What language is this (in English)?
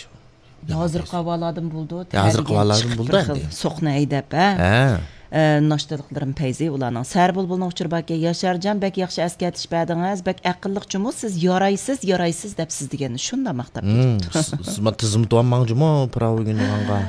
Uyghur